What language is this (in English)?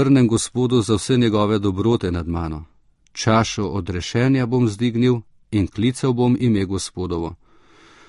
Slovenian